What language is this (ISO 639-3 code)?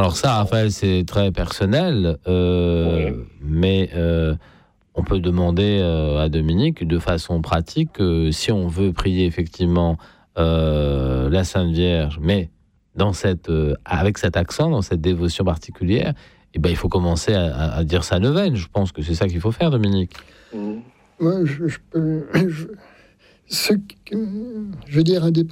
fra